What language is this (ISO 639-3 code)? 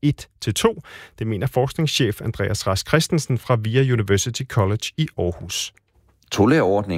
dan